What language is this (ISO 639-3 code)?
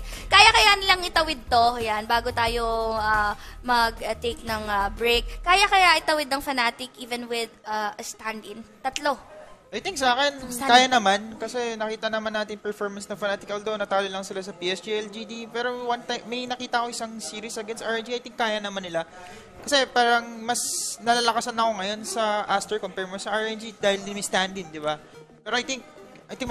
fil